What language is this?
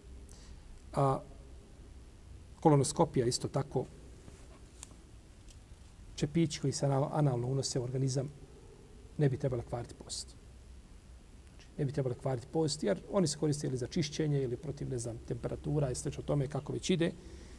Bosnian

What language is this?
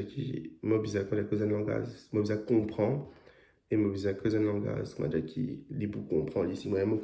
Morisyen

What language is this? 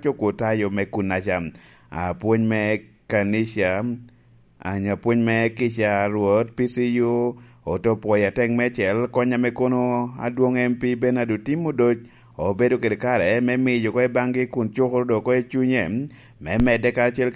Lango (Uganda)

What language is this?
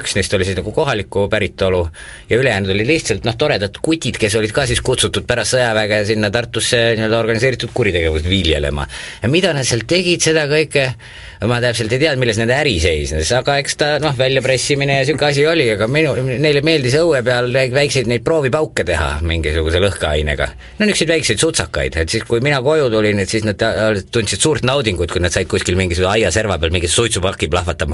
Estonian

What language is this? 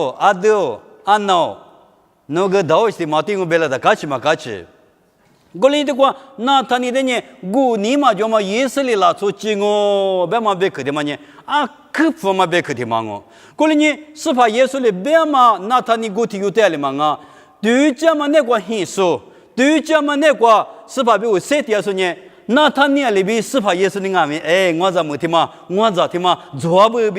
Lisu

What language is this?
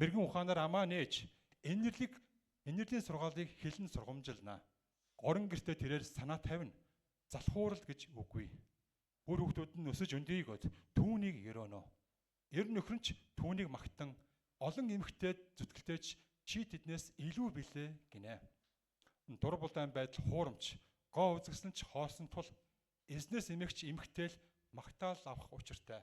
Mongolian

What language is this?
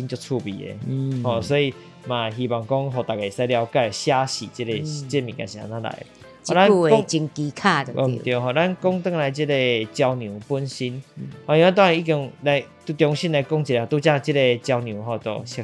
Min Nan Chinese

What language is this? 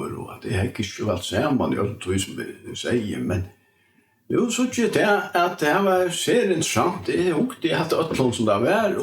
Faroese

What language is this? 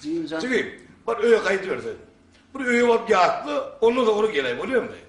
Turkmen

